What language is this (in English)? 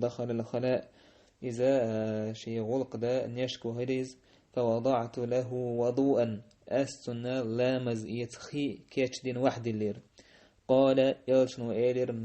Chechen